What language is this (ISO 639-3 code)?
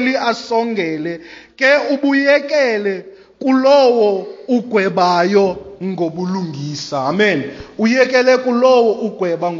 xho